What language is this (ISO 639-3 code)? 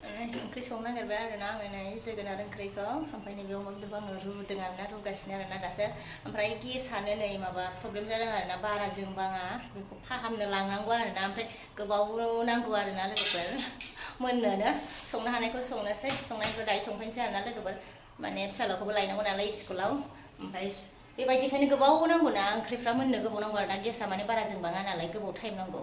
brx